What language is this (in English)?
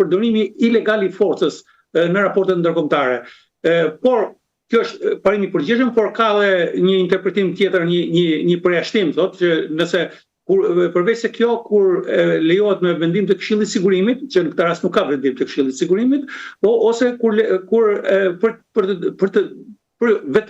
Albanian